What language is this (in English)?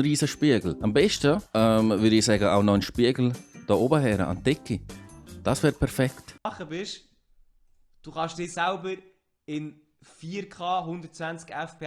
Swiss German